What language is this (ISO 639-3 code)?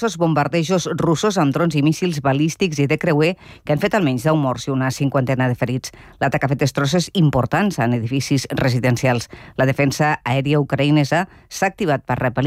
cat